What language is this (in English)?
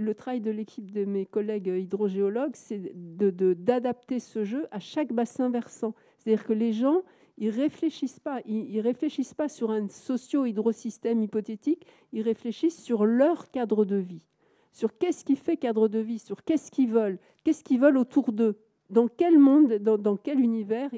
French